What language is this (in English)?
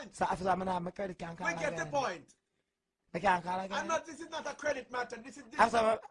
Jamaican Creole English